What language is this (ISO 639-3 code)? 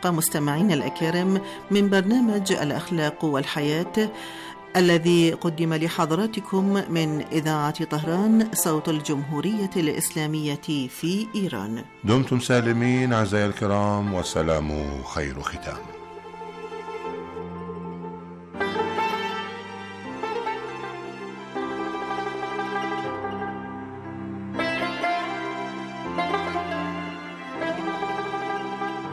ara